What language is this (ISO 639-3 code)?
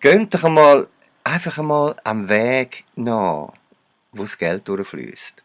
gsw